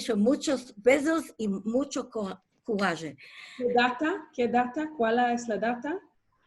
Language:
Ladino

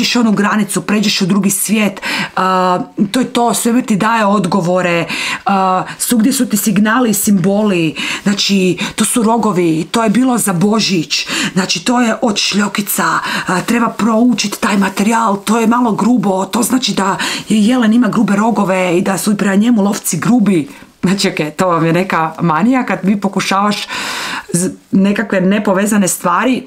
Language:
Croatian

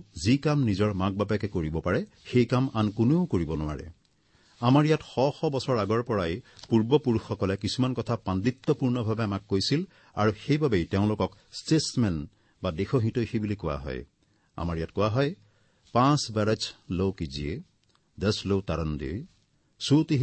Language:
Assamese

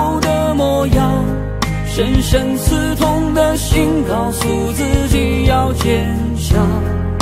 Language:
Chinese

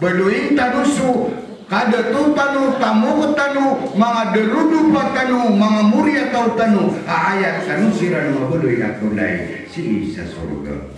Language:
Maranao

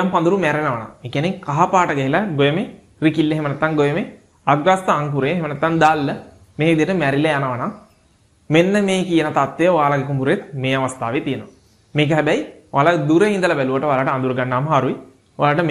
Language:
Sinhala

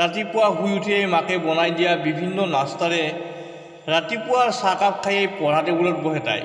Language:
Assamese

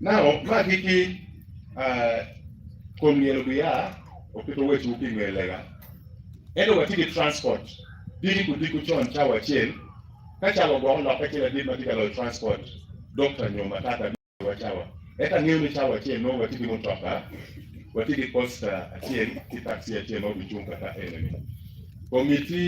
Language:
Acoli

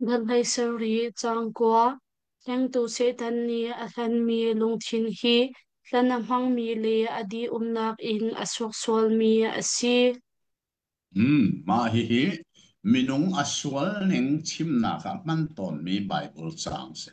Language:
Hakha Chin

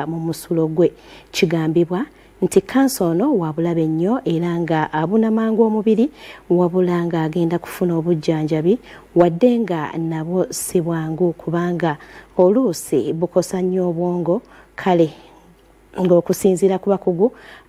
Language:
Ganda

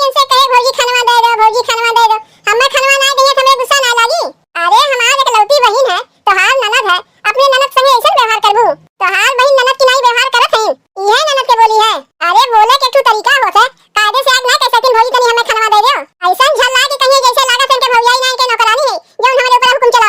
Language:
Awadhi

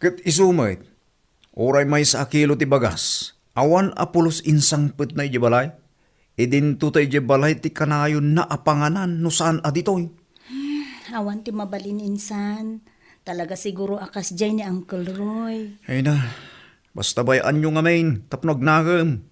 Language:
Iloko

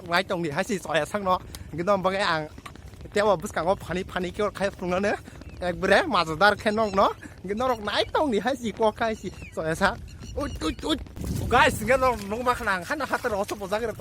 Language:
Kok Borok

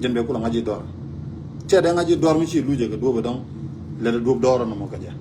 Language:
Nuer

